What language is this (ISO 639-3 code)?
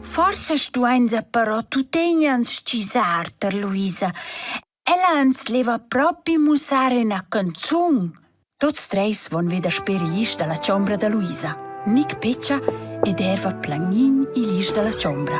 roh